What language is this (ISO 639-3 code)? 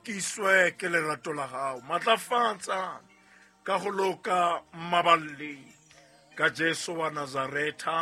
sot